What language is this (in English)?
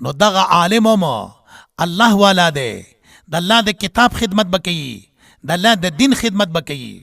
Pashto